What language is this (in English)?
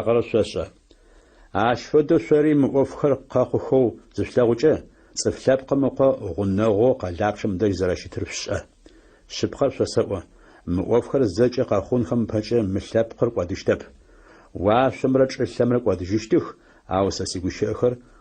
Adyghe